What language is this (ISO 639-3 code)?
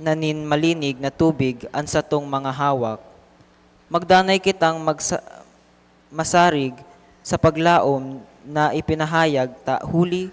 bik